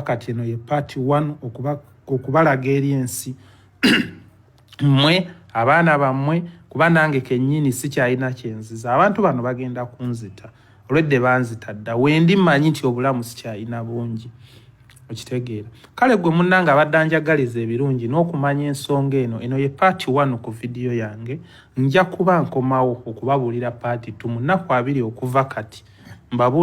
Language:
Ganda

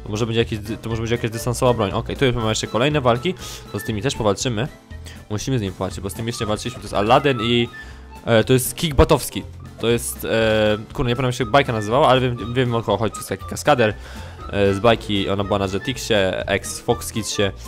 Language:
Polish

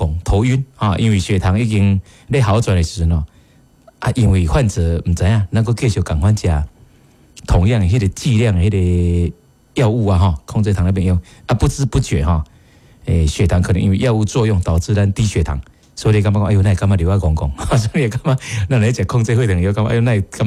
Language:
Min Nan Chinese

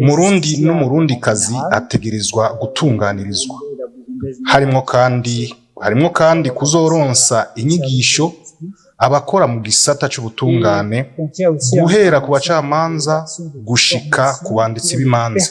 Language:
Rundi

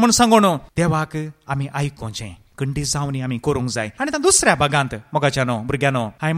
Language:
Konkani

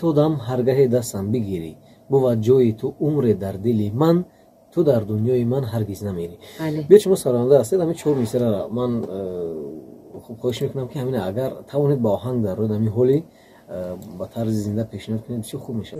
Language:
Tajik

